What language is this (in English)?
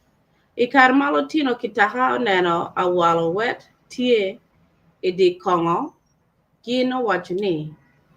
Acoli